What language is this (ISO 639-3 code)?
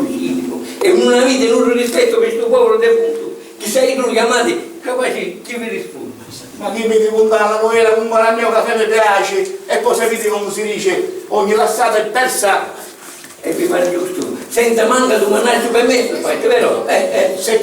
scn